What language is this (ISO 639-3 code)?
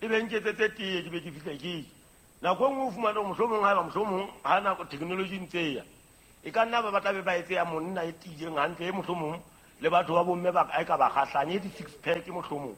sot